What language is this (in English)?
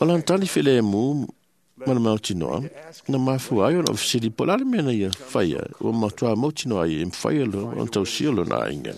Samoan